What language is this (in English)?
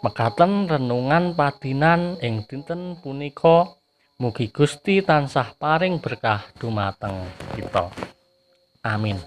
Javanese